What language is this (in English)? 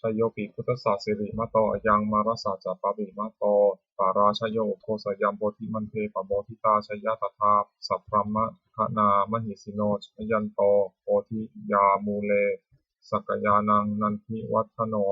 Pali